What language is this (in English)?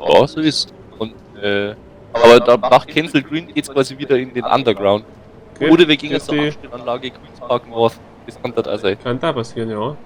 Bavarian